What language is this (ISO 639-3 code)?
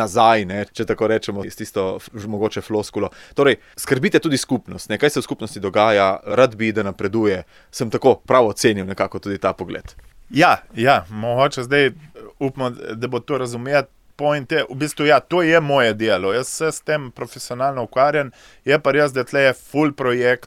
slv